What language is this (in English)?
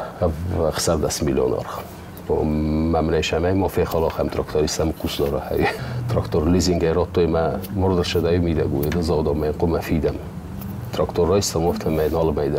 Ossetic